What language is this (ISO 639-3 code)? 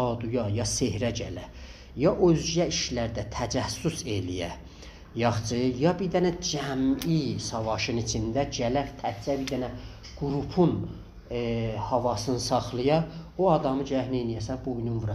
azb